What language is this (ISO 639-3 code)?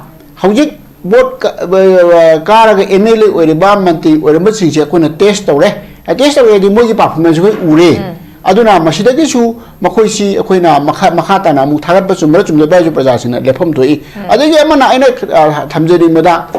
mni